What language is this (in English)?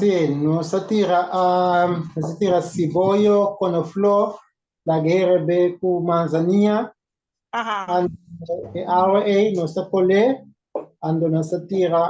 Papiamento